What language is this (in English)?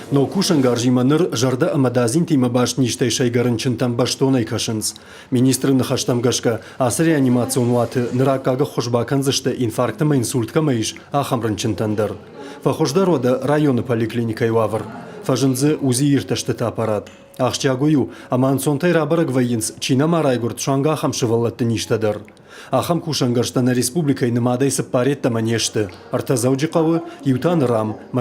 Ossetic